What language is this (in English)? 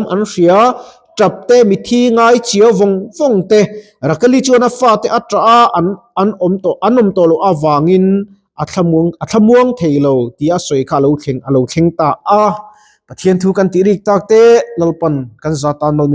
Mizo